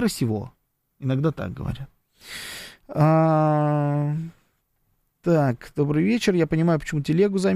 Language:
Russian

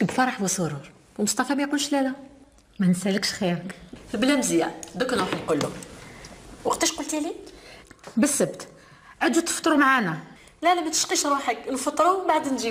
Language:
Algerian Arabic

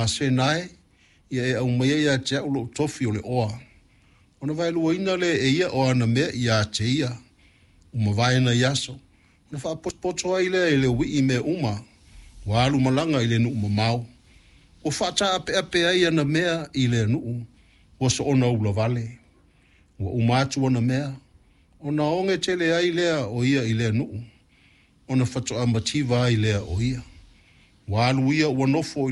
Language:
Samoan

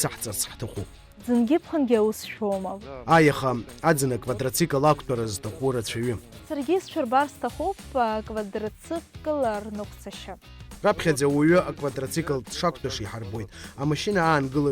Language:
Abkhazian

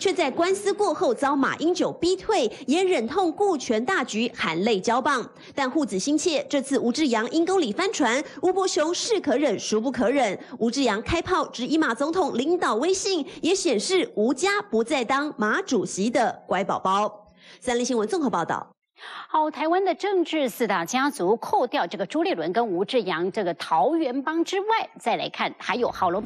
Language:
Chinese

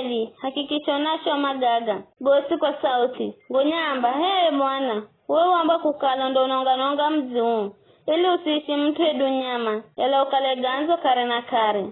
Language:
Giryama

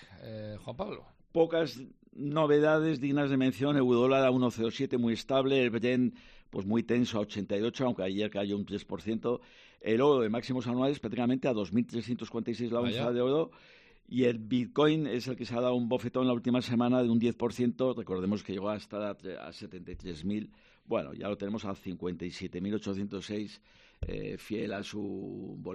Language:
Spanish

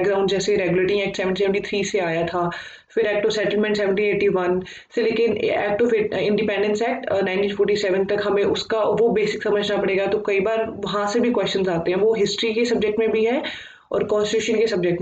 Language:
Hindi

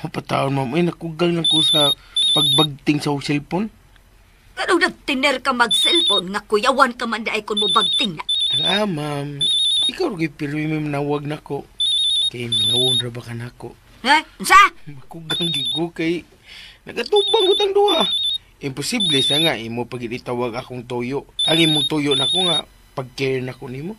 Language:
Cebuano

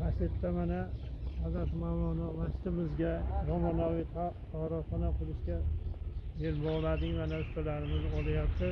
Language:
Uzbek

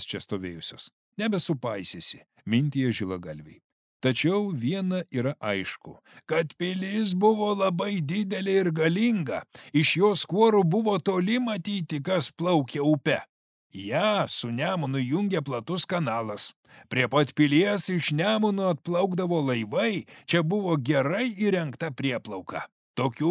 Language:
Lithuanian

